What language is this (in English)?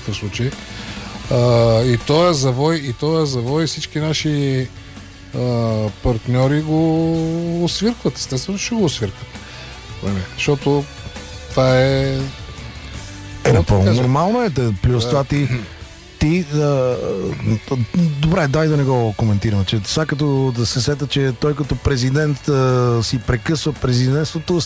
Bulgarian